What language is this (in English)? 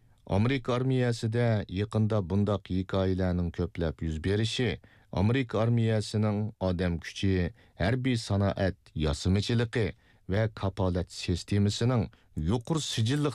Uyghur